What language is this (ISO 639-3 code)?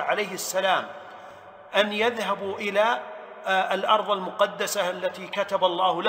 ara